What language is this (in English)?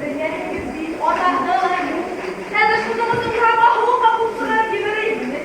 Bashkir